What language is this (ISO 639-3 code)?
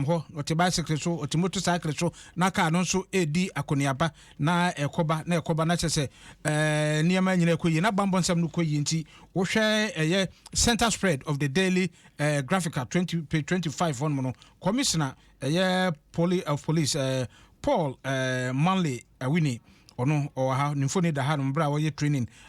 aka